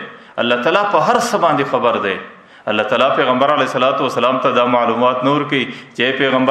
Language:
Pashto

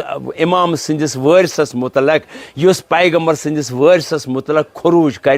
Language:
Kashmiri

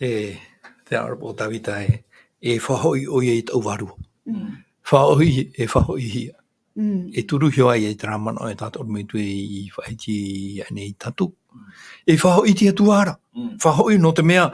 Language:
Tahitian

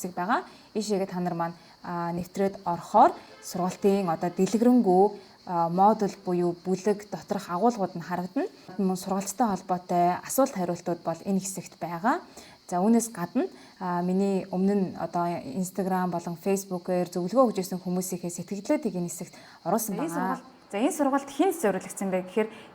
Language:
Mongolian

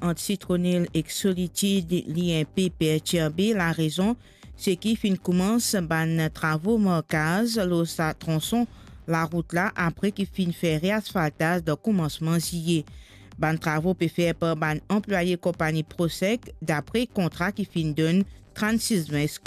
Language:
Morisyen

